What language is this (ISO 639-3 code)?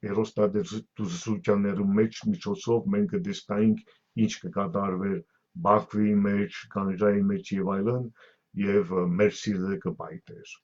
hyw